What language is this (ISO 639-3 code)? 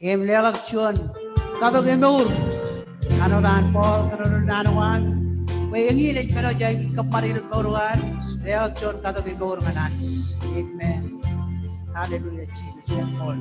mah